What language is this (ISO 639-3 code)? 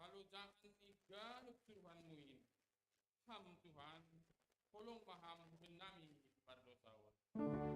bts